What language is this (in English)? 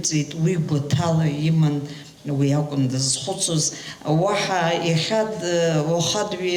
Abkhazian